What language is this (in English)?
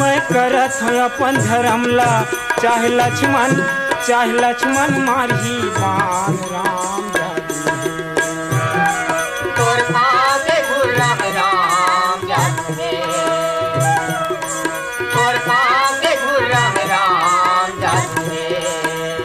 Chhattisgarhi